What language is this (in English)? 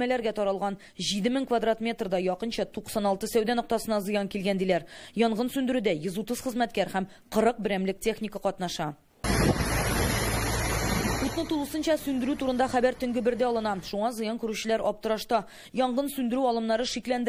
Tatar